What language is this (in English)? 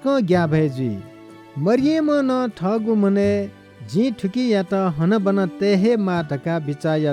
Newari